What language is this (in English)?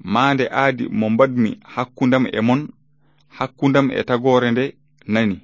Fula